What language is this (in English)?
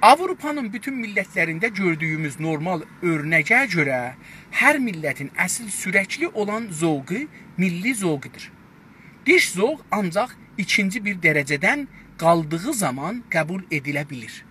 South Azerbaijani